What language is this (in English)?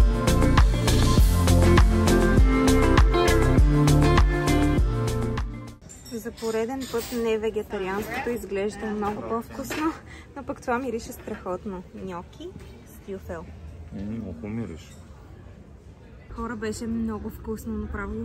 Bulgarian